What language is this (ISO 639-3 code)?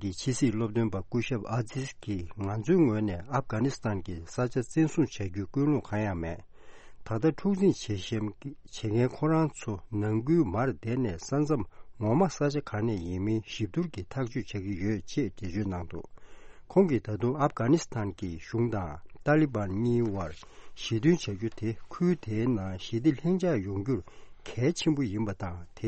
bod